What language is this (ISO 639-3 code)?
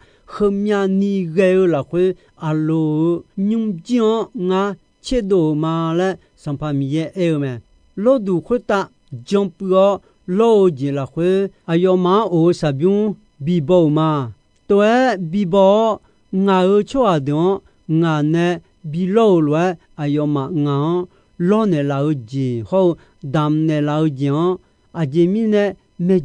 ahk